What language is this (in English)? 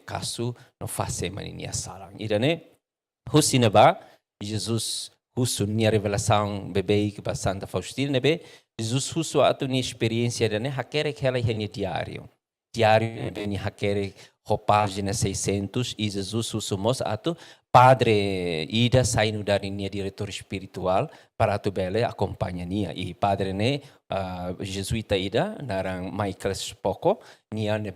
Tetum